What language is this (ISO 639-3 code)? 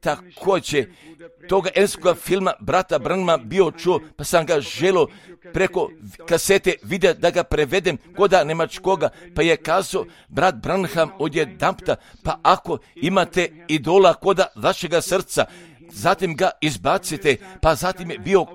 hrv